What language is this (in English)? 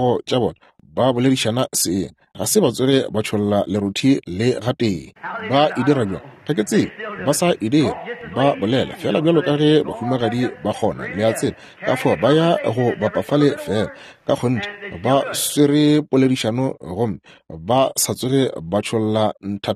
Northern Sotho